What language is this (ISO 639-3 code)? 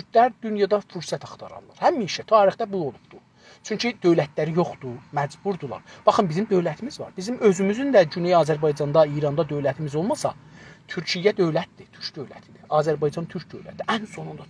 azb